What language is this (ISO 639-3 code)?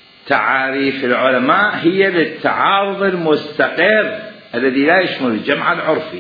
acm